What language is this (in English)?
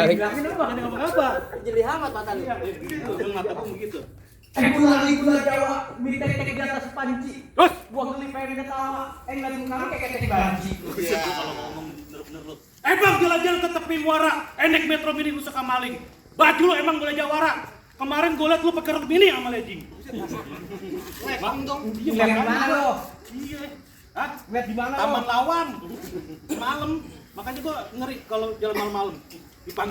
Betawi